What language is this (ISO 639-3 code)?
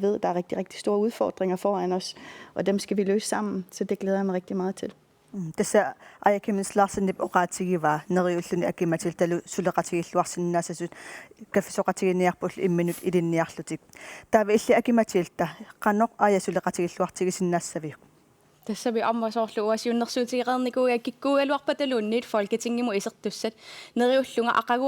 kal